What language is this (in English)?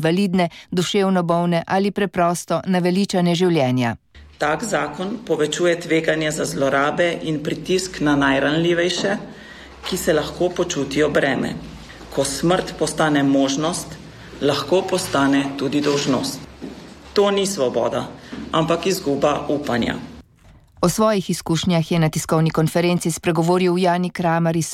Slovenian